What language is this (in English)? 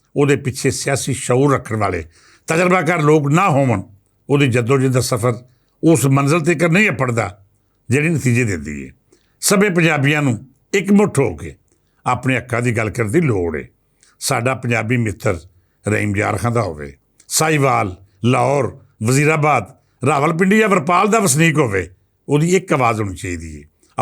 Western Panjabi